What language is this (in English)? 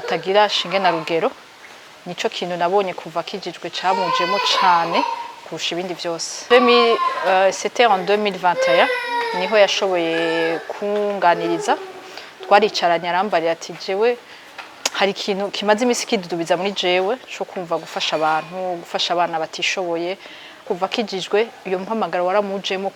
Rundi